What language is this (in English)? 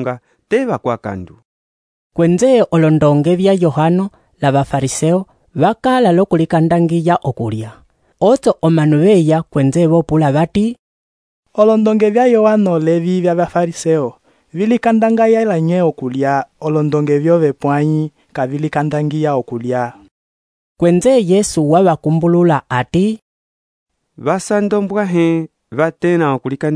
Umbundu